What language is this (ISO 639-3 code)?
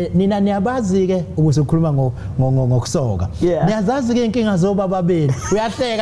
zul